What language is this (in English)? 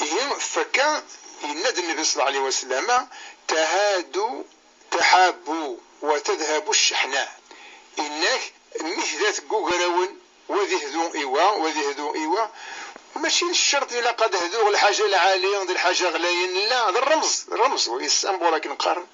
Kabyle